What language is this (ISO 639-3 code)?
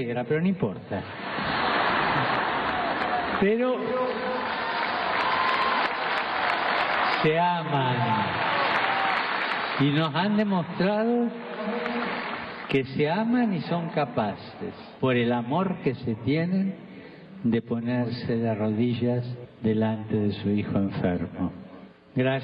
spa